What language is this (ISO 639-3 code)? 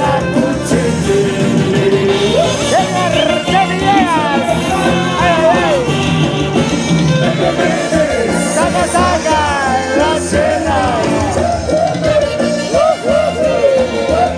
spa